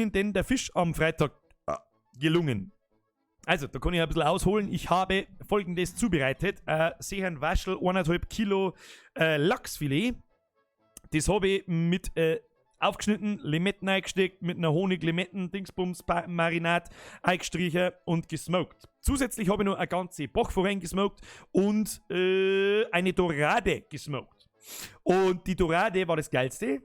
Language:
Bavarian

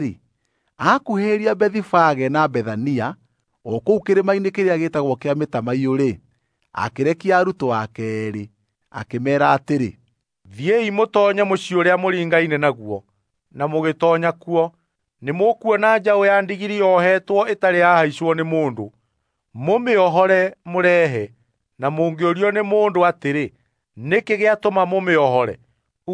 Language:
Kikuyu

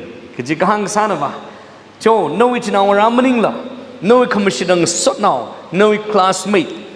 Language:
Tangkhul Naga (India)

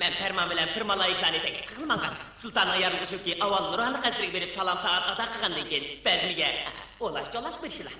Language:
Uyghur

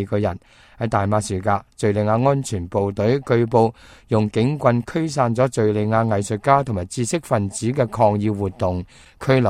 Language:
Cantonese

